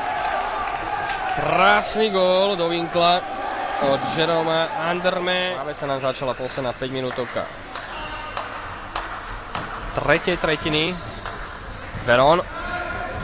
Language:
Slovak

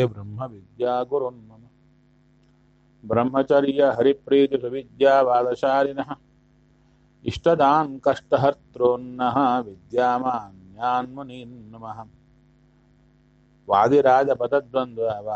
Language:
Kannada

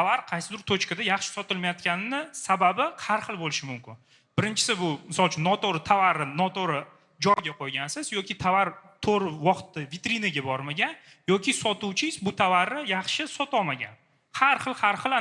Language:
Uzbek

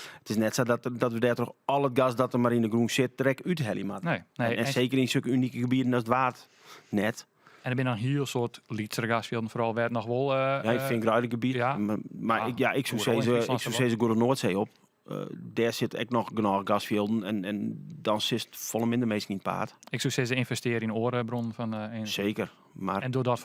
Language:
Western Frisian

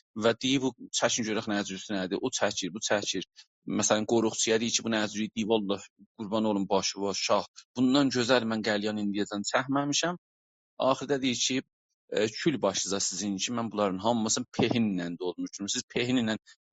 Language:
South Azerbaijani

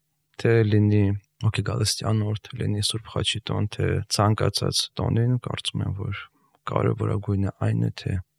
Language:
Armenian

